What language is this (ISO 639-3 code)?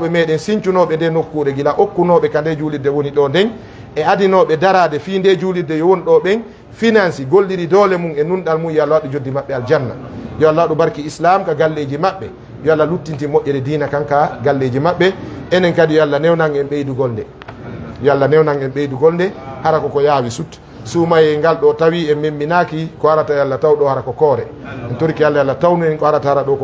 ful